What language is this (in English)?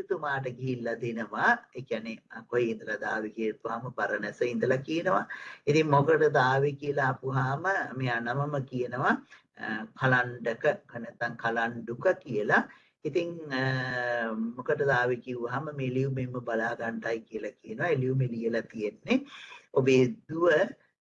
Sinhala